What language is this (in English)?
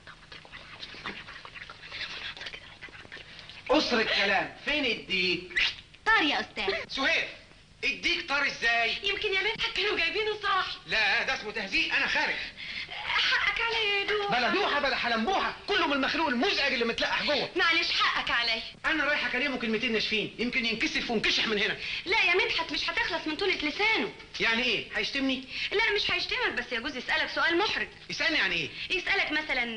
Egyptian Arabic